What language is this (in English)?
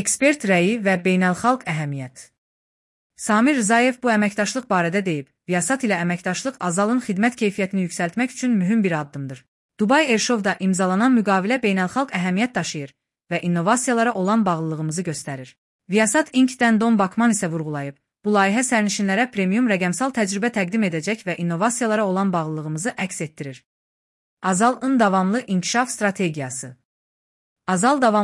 Azerbaijani